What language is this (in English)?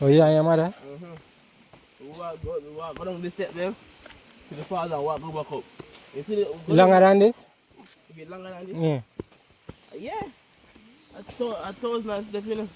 Jamaican Creole English